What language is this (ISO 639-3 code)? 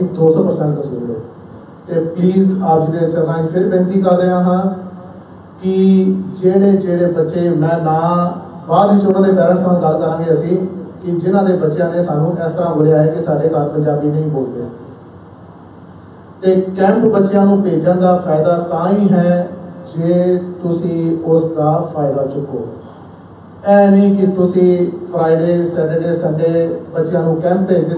pan